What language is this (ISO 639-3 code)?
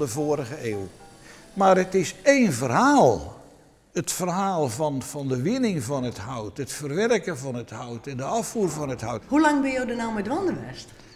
fry